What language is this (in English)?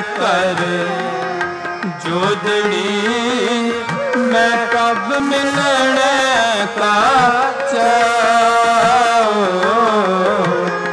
Punjabi